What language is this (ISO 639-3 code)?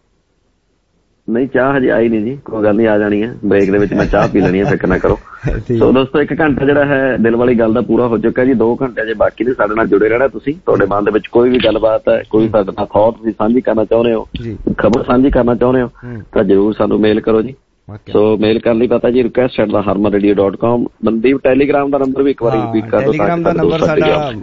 pan